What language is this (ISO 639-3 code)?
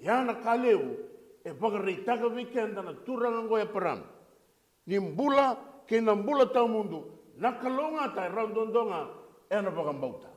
fij